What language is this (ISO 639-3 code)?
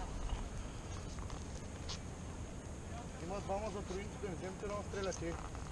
bul